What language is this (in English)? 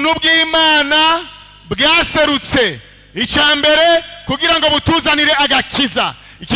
Rundi